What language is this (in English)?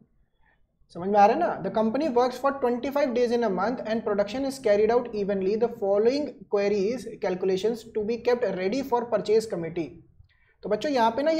Hindi